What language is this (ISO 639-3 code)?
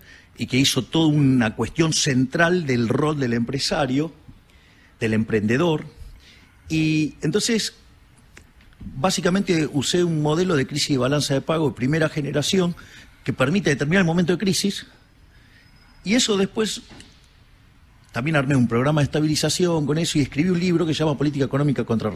spa